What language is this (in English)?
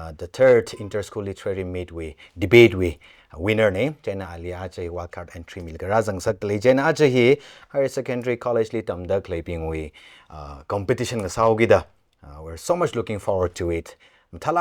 Tangkhul Naga (India)